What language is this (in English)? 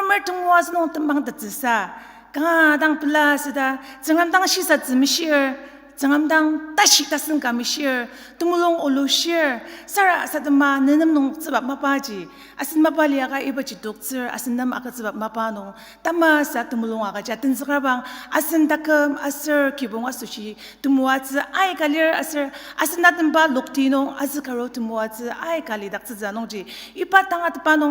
Ao Naga